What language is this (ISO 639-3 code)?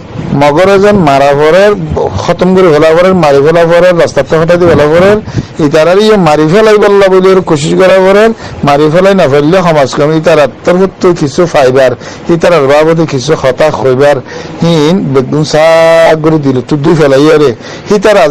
rhg